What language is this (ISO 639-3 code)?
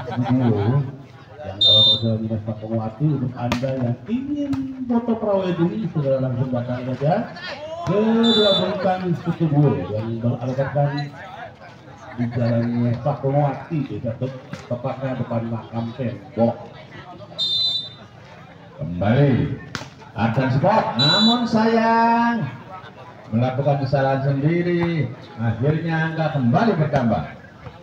ind